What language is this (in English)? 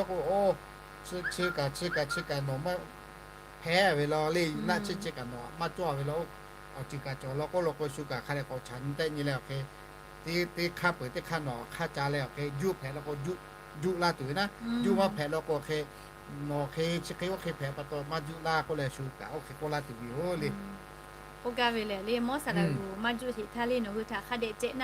Lahu